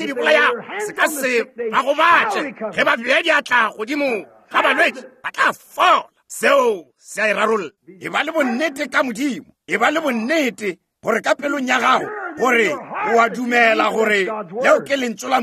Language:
Northern Sotho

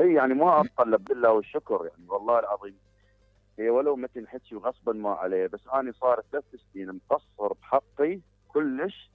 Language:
Mesopotamian Arabic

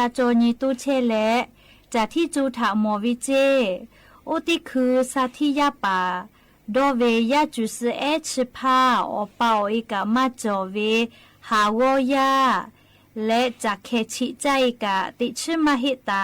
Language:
Lahu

